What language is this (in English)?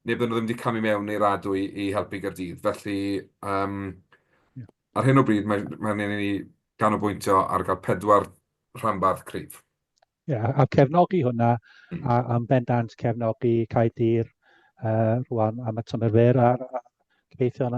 Welsh